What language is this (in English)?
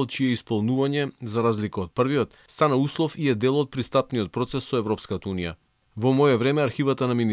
Macedonian